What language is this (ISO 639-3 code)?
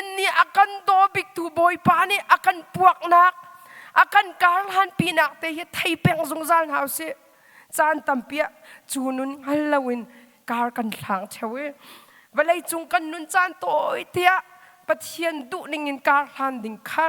cnh